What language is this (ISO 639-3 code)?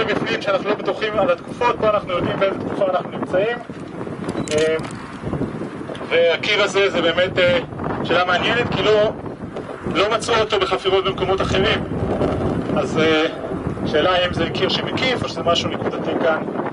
heb